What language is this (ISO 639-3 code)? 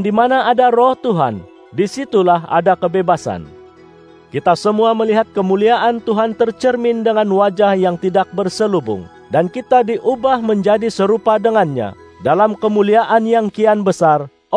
ind